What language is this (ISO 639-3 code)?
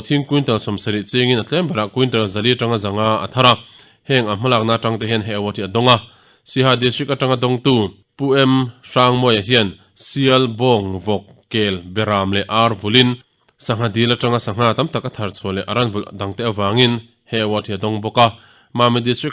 lus